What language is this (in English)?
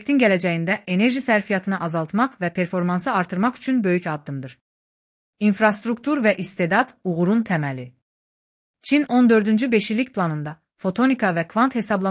Azerbaijani